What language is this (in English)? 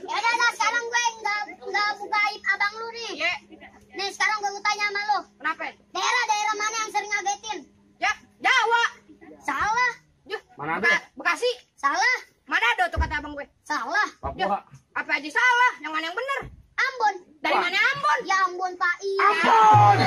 Betawi